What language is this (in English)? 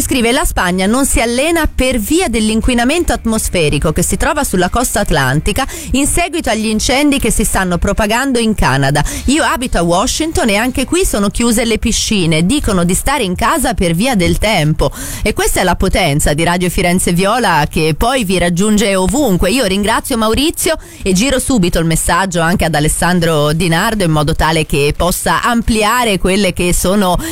Italian